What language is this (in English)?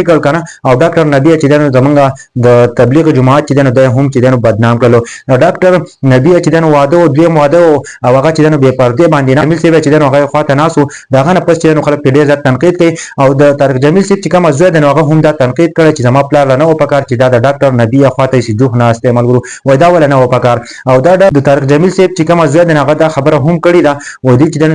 Pashto